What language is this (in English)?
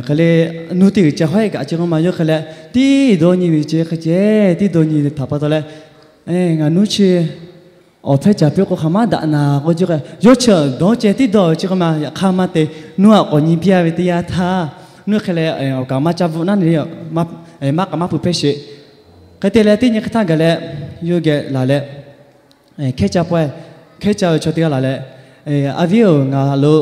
Lahu